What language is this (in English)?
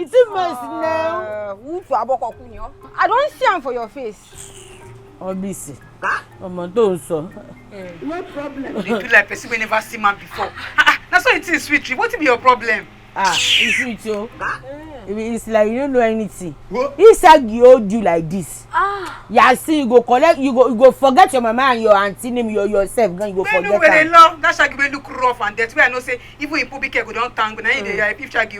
Nigerian Pidgin